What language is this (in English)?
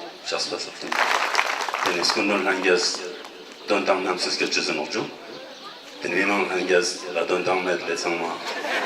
Ladakhi